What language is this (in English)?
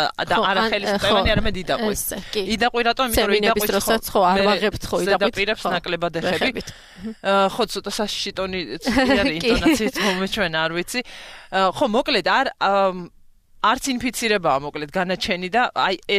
Georgian